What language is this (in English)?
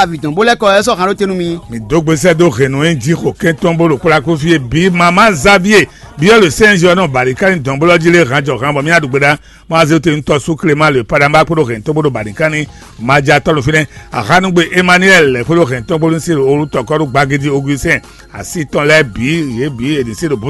Fon